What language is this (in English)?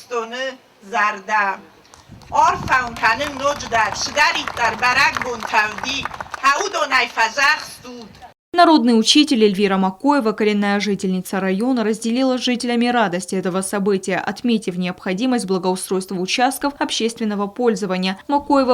Ossetic